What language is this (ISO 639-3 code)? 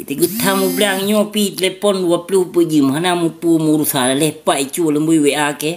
ace